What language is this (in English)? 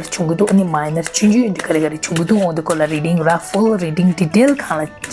Tibetan